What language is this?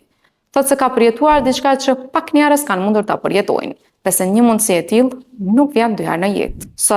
Albanian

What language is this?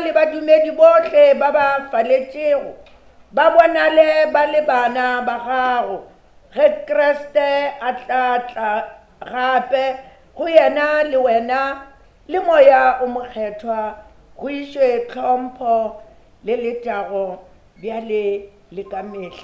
Northern Sotho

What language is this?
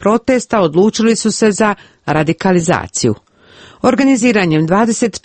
Croatian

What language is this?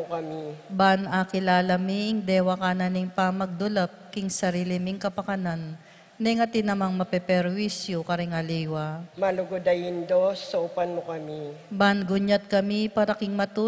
Pampanga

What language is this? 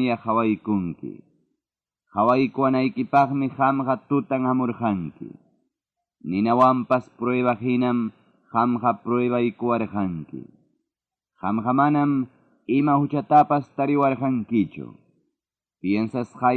Ayacucho Quechua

